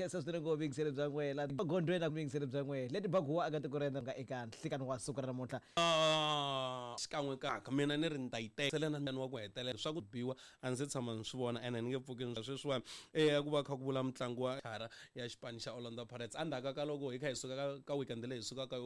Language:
Tsonga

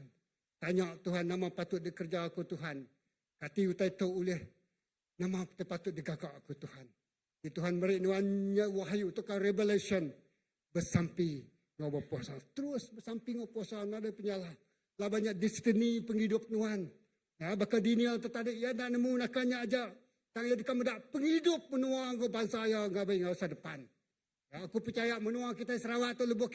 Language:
Iban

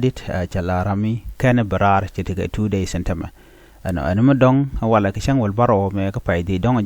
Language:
Nuer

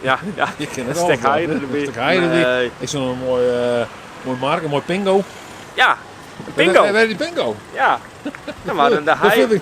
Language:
Western Frisian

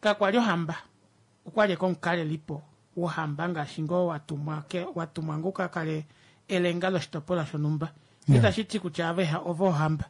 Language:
Kuanyama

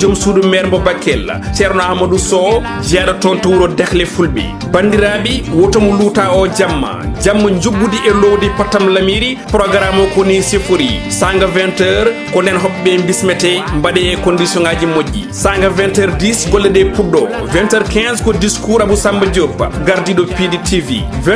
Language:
Fula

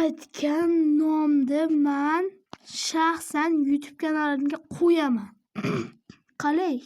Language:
Uzbek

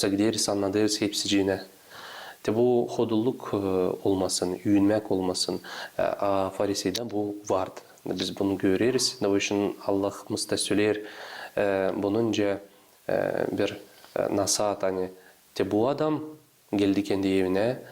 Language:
Gagauz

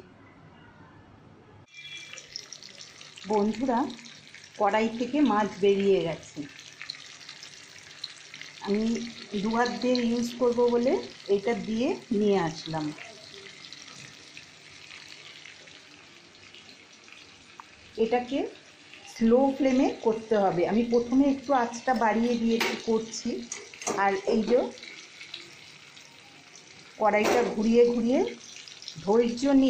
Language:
Bangla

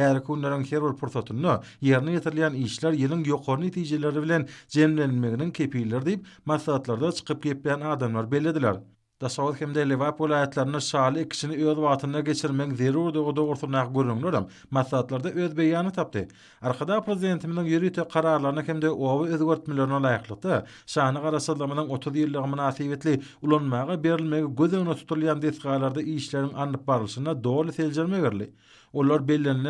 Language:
Turkmen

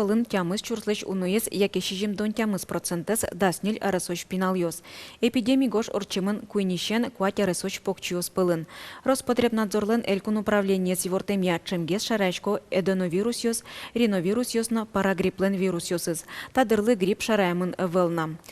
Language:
Udmurt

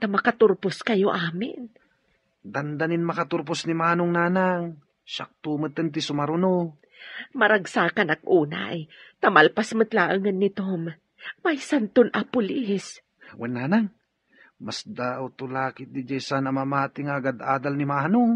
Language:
Iloko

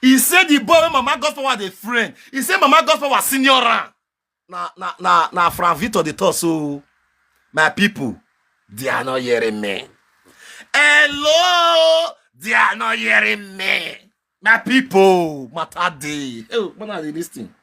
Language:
Nigerian Pidgin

